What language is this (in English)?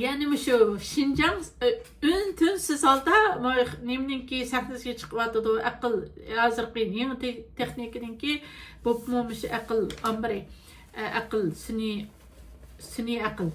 Uyghur